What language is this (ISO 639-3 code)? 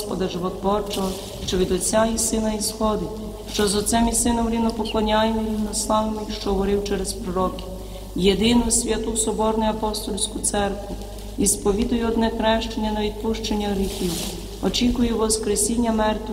ukr